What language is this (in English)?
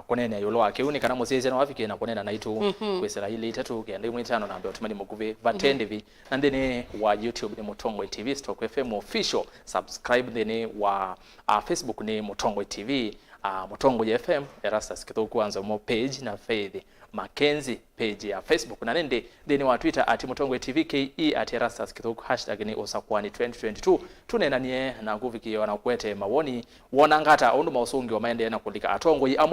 Kamba